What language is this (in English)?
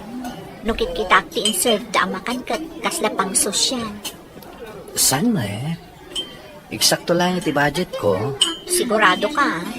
Iloko